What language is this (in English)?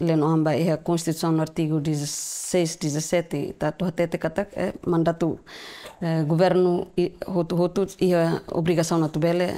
Tetum